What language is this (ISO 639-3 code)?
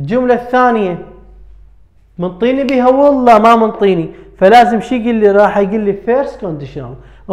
acm